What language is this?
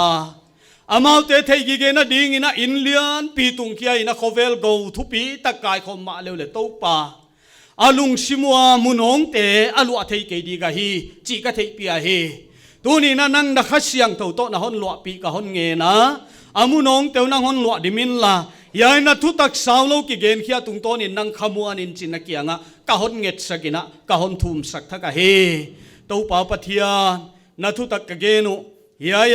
Paite Chin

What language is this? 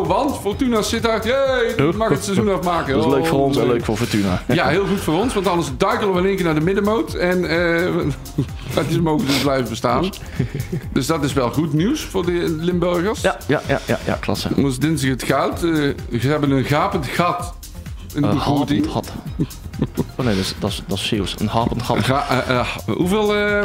Dutch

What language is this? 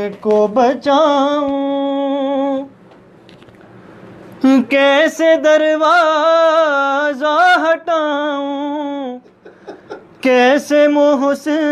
Urdu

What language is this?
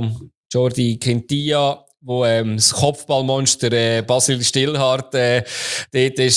German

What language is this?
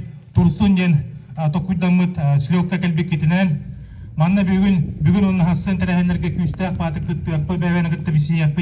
Yakut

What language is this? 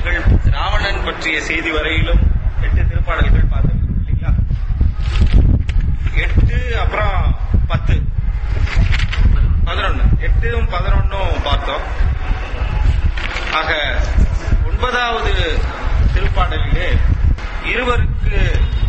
Tamil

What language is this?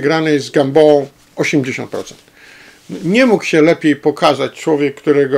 Polish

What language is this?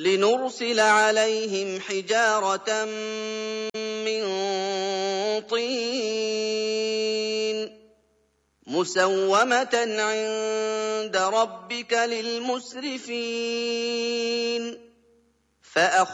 Arabic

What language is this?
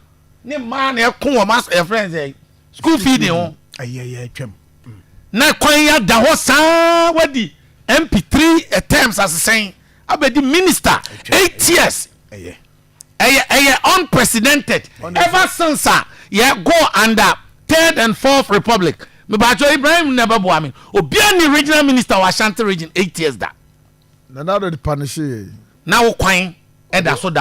Akan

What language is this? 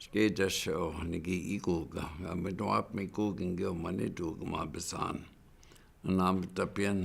Chippewa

